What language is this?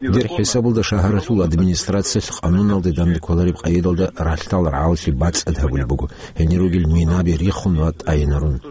Avaric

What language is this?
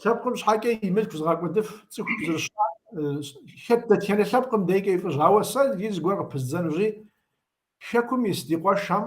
Kabardian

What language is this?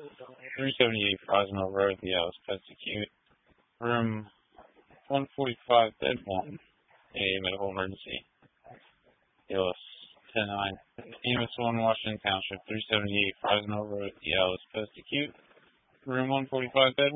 English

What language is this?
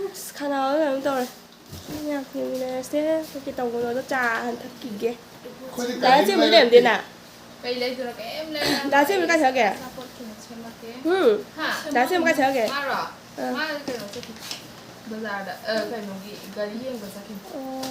Manipuri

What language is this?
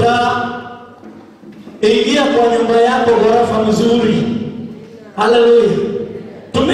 Swahili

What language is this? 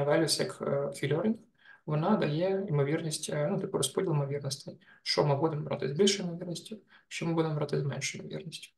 Ukrainian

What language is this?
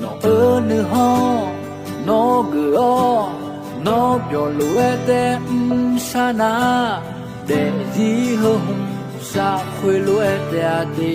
Akha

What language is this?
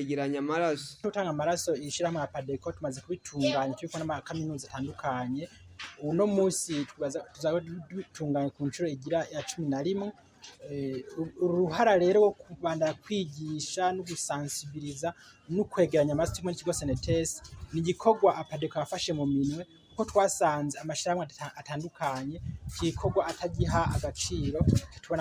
Rundi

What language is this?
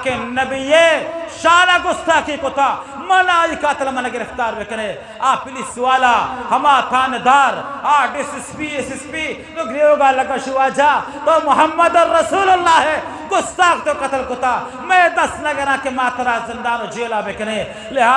Eastern Balochi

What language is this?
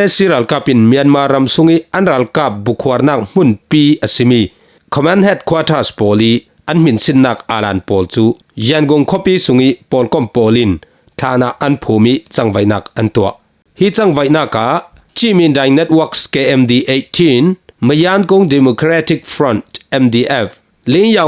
Falam Chin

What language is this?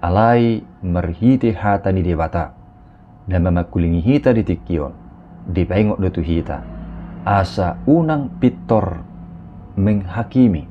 Batak Toba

